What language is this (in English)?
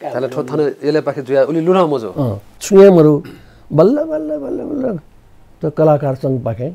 Newari